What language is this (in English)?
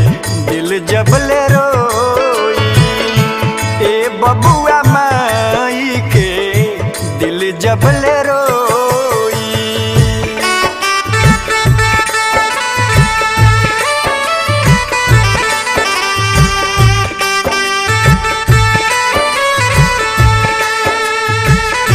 Bhojpuri